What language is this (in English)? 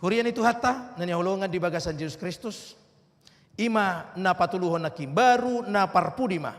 Batak Toba